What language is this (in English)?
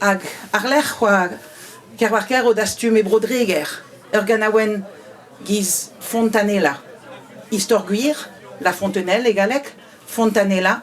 Breton